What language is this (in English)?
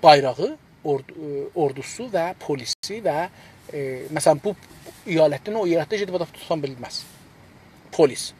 South Azerbaijani